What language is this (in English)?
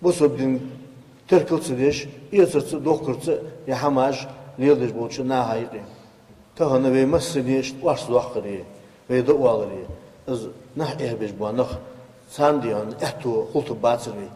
Ingush